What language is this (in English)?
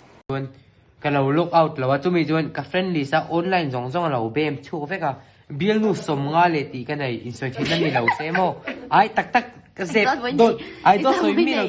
Mizo